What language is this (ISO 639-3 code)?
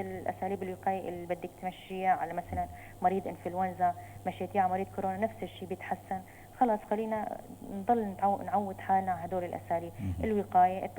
apc